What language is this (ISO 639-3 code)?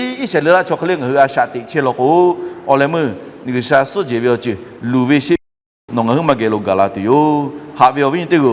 lhu